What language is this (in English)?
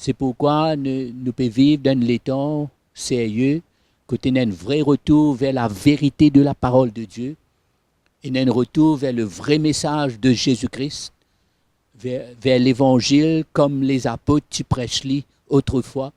Morisyen